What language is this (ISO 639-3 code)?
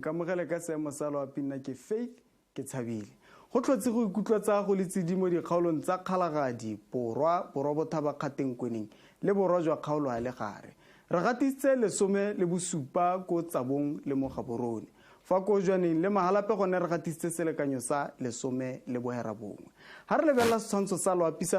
tsn